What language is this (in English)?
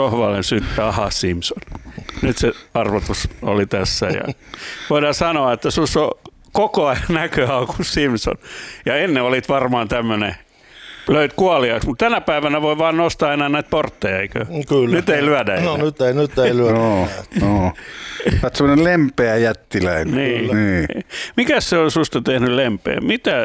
Finnish